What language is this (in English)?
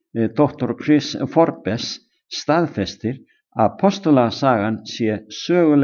Icelandic